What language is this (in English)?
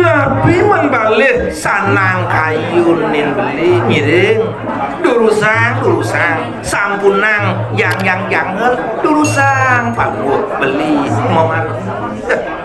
Balinese